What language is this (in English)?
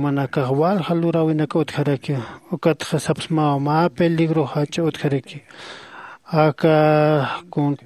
Aymara